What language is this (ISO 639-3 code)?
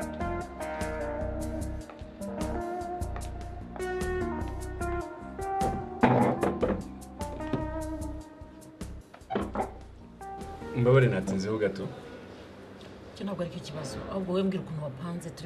kin